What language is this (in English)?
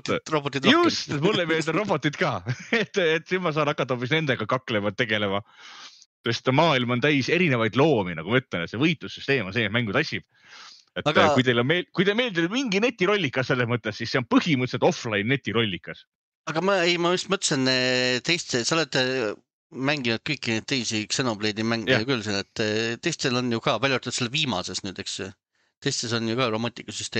Estonian